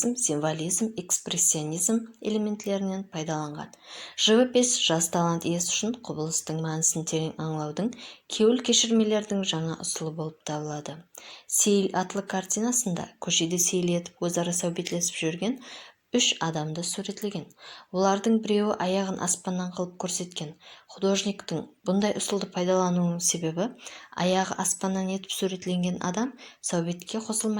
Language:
Kara-Kalpak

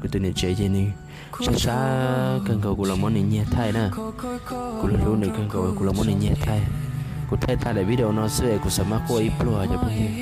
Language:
Hmong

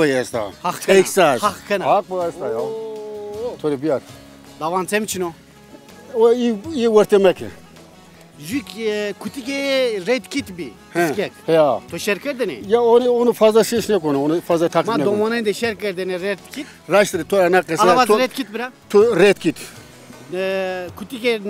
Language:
Zaza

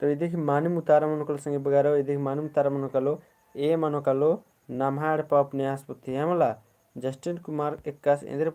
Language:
Kurukh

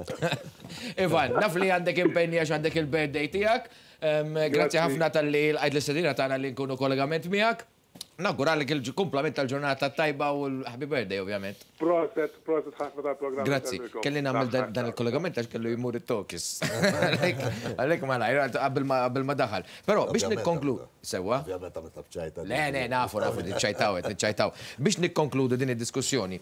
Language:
Maltese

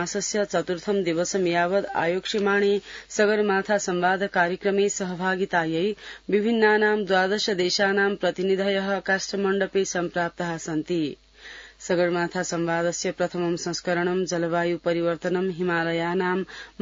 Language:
Sanskrit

